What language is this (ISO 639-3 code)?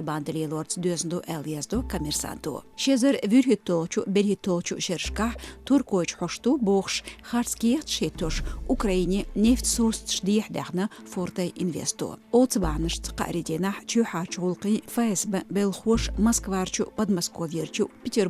che